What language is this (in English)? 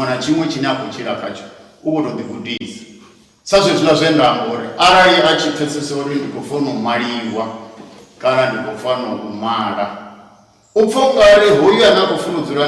Venda